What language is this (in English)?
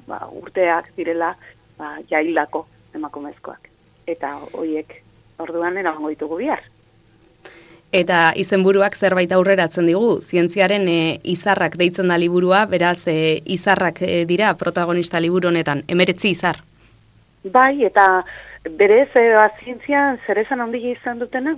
Basque